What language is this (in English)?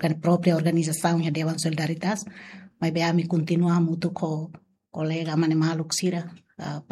Tetum